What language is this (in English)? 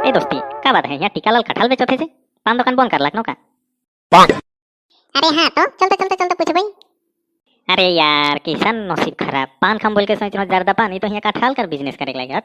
Sadri